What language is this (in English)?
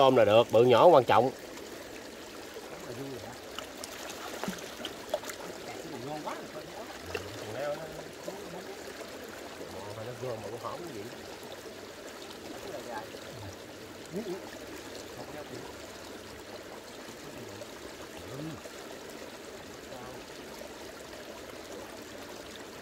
Vietnamese